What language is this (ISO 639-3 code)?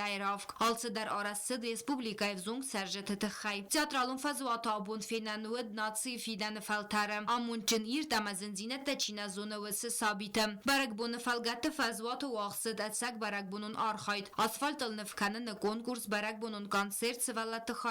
oss